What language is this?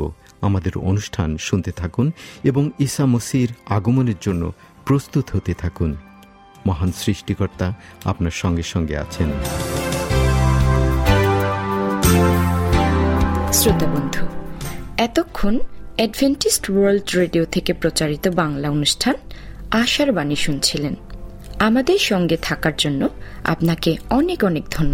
Bangla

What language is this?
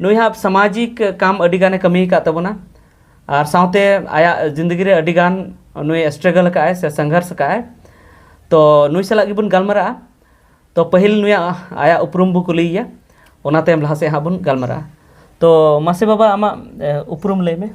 Santali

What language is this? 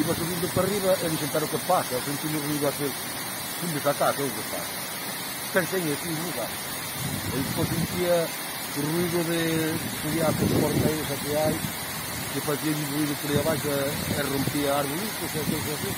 Galician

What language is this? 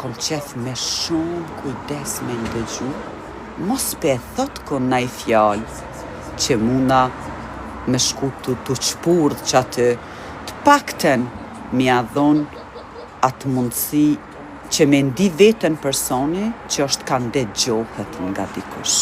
Albanian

